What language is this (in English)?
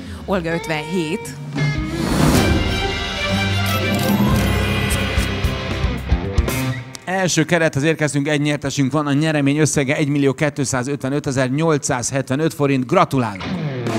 Hungarian